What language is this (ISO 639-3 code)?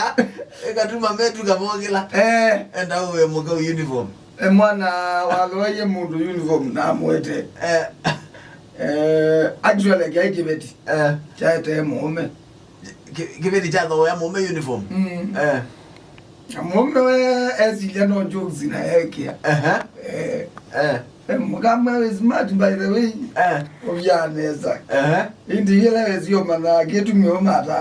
kam